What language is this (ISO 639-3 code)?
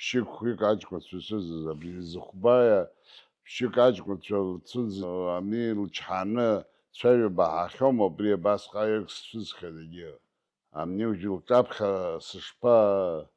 abk